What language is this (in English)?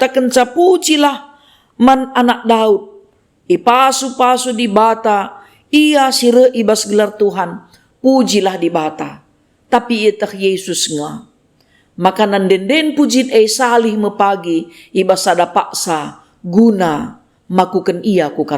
Batak Karo